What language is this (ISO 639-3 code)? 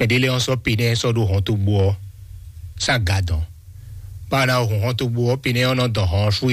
fon